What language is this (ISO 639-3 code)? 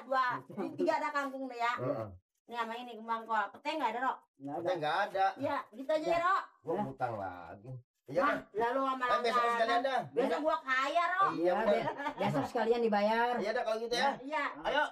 bew